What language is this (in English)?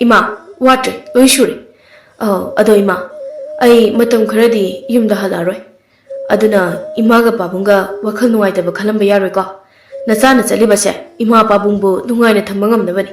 Manipuri